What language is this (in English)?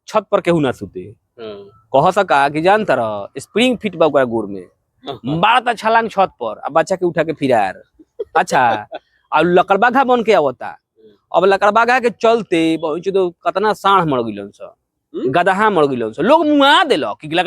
Bhojpuri